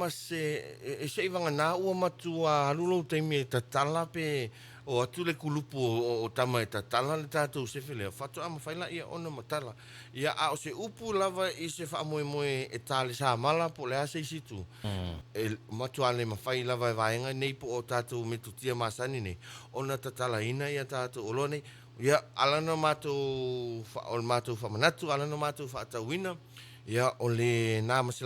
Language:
Samoan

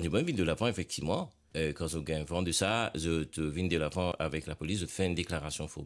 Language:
Morisyen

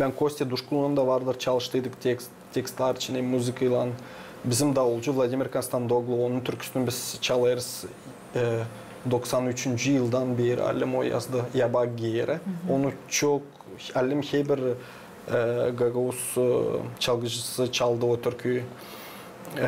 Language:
Gagauz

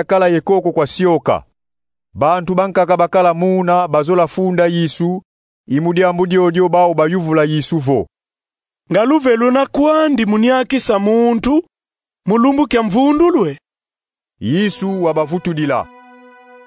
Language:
Kongo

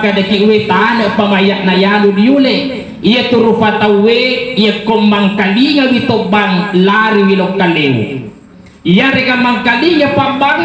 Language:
Buginese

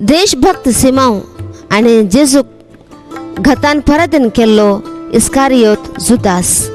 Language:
Konkani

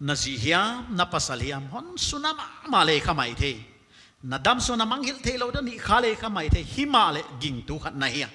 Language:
Paite Chin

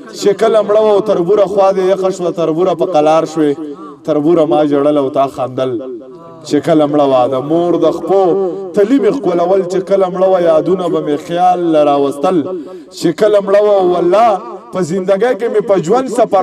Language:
Pashto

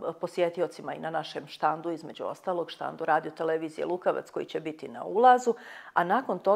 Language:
Bosnian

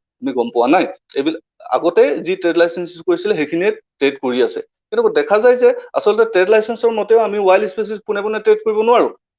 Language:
Assamese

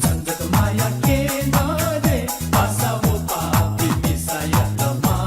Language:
Newari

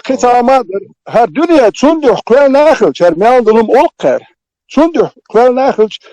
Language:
Chechen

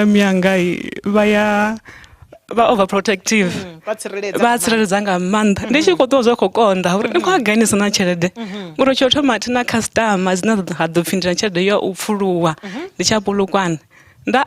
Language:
Venda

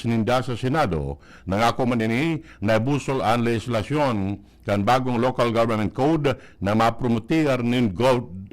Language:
Bikol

